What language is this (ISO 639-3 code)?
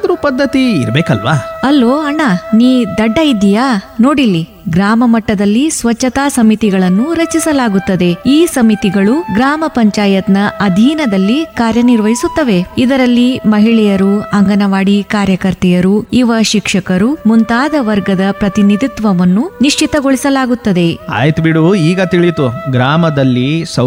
kan